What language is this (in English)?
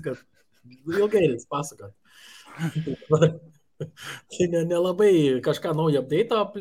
Lithuanian